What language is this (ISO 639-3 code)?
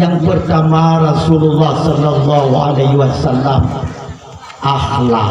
ace